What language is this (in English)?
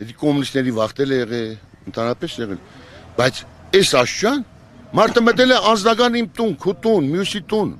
Armenian